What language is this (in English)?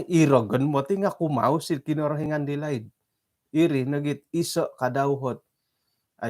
Central Dusun